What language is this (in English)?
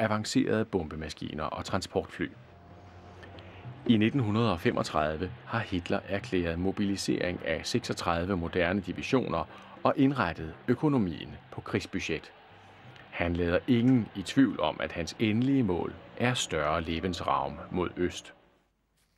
Danish